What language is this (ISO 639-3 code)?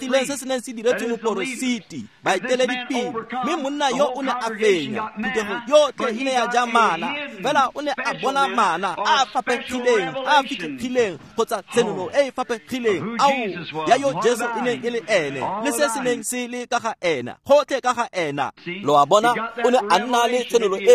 tsn